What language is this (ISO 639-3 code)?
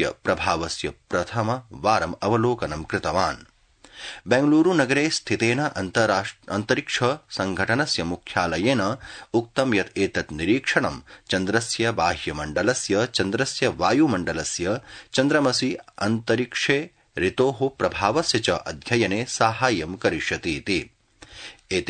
san